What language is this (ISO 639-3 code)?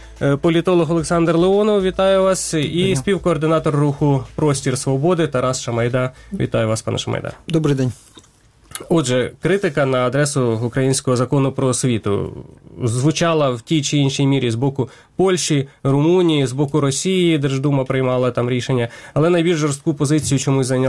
ukr